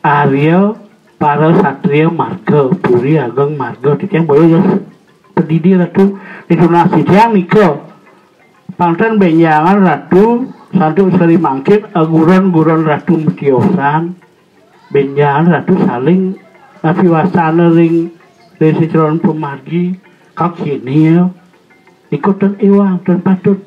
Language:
Balinese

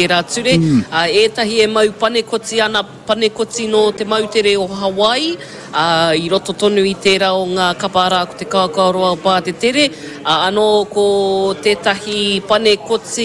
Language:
Māori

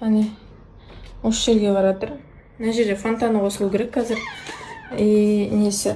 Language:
Kazakh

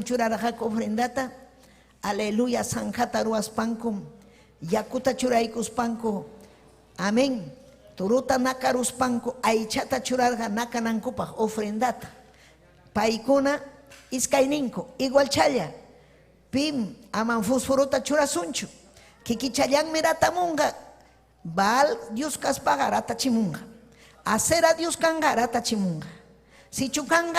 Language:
Ayacucho Quechua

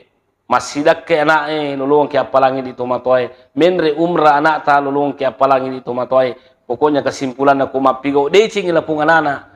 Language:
Buginese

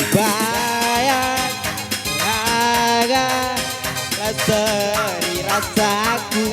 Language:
Batak Karo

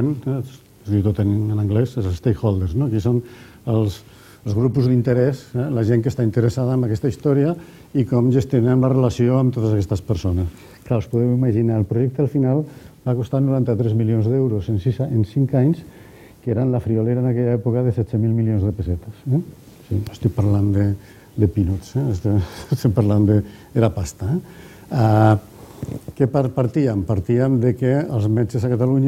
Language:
Catalan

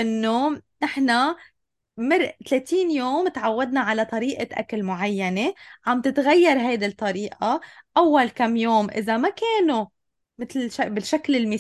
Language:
North Levantine Arabic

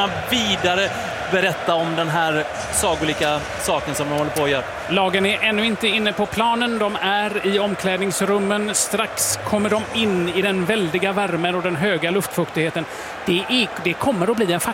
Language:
Swedish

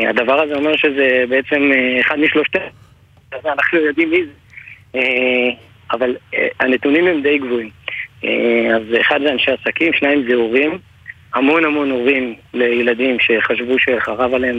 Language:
Hebrew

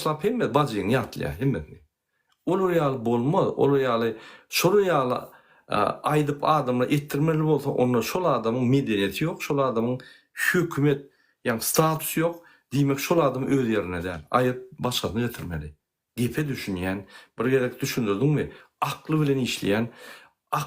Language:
Turkmen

